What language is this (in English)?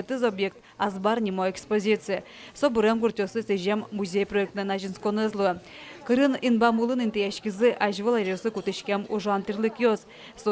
Udmurt